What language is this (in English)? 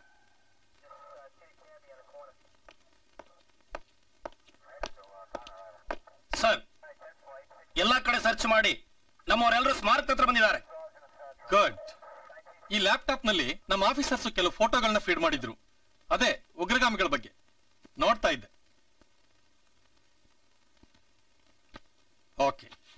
Kannada